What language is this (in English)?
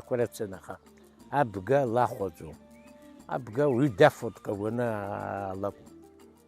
Abkhazian